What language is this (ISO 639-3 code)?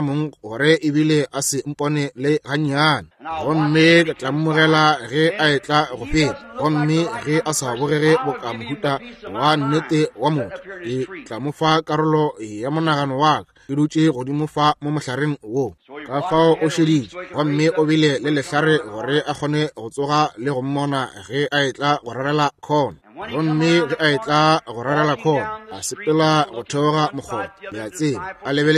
nso